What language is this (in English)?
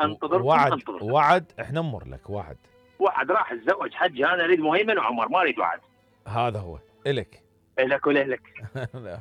Mesopotamian Arabic